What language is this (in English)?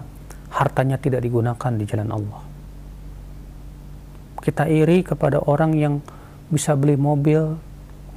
Indonesian